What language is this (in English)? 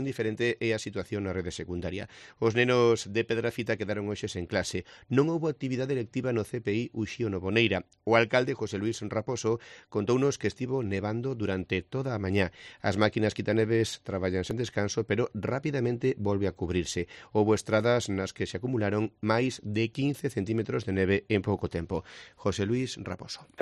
Galician